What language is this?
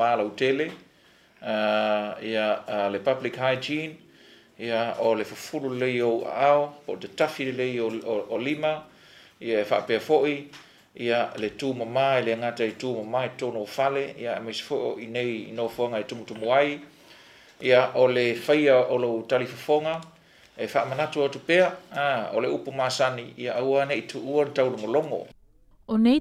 Samoan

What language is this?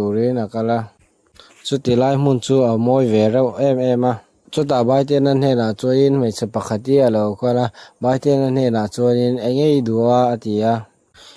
Mizo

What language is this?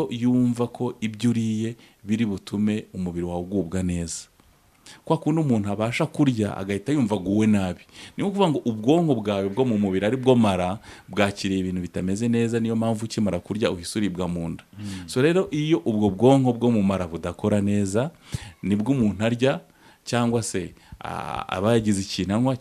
Kinyarwanda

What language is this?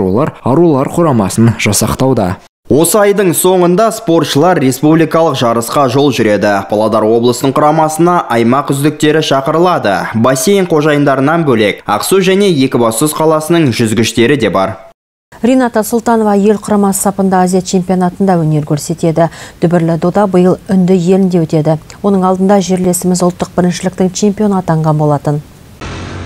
Kazakh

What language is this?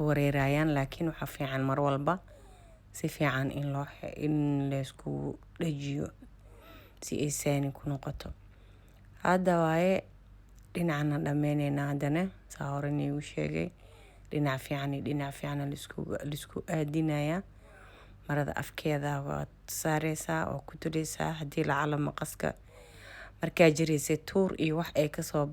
Somali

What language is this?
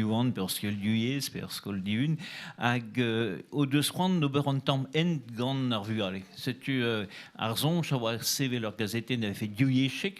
Breton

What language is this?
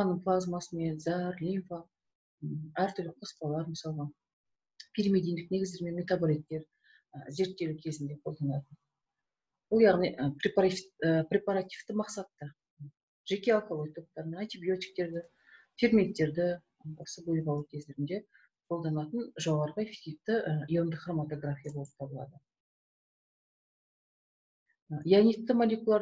Kazakh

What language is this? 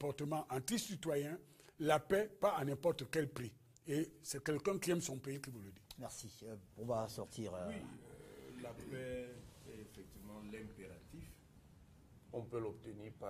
French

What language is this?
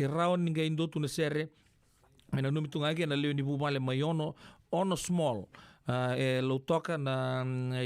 Fijian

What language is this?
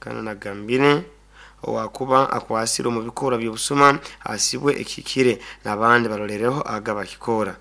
Nyoro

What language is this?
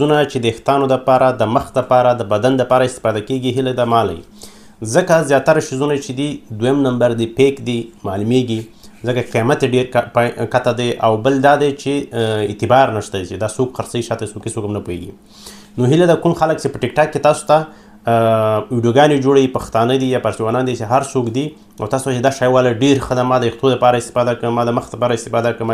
Pashto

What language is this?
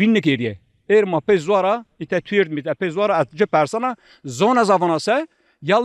Zaza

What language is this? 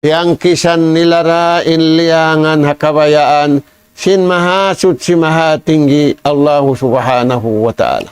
Tausug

